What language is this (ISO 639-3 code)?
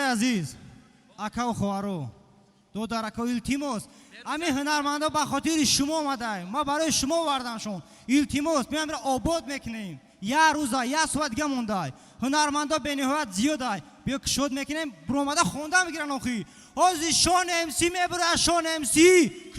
tgk